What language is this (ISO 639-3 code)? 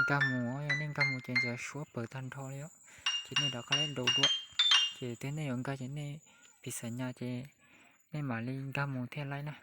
hmn